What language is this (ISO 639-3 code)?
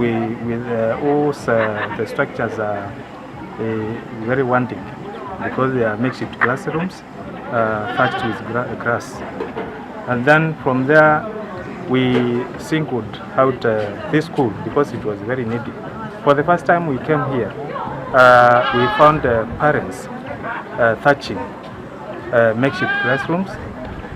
kam